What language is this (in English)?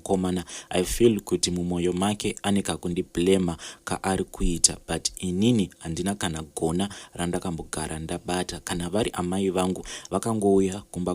Shona